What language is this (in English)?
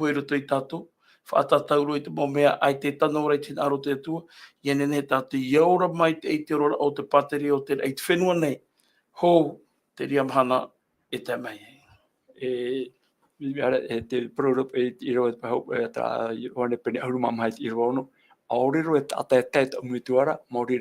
Tahitian